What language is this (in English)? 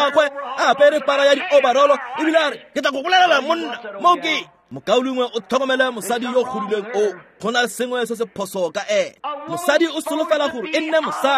Tswana